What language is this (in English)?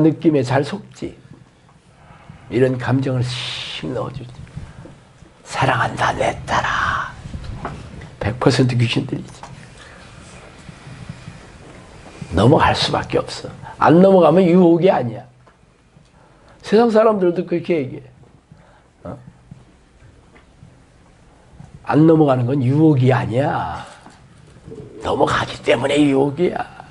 Korean